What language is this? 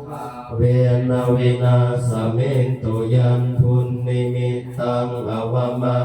Pali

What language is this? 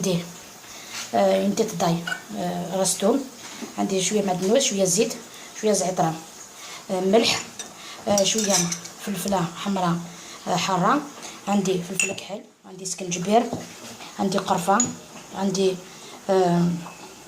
Algerian Arabic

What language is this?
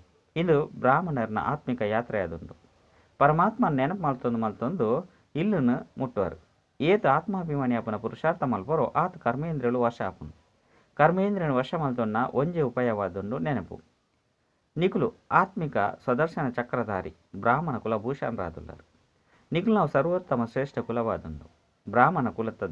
Tulu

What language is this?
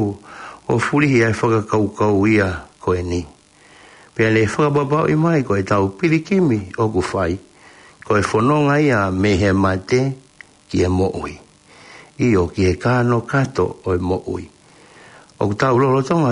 Tongan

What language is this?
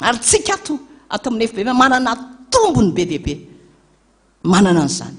Malagasy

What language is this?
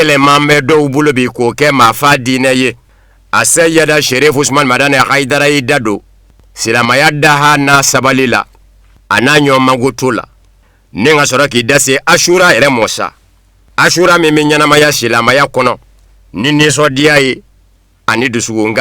Bambara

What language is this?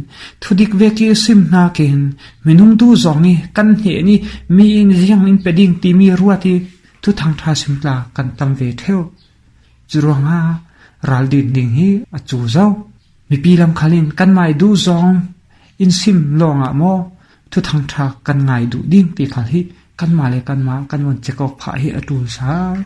Falam Chin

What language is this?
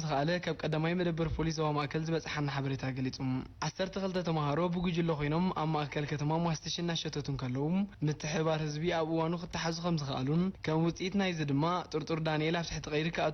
Tigrinya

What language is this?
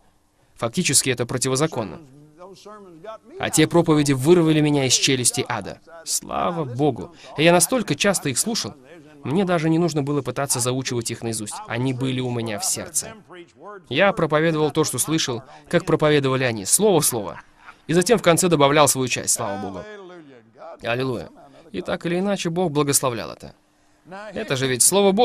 Russian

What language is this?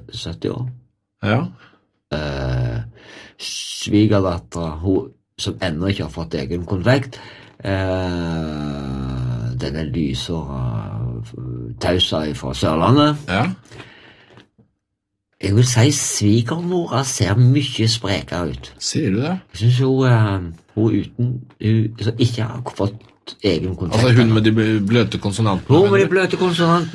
Norwegian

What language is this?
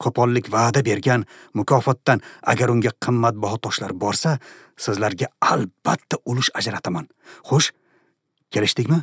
Uzbek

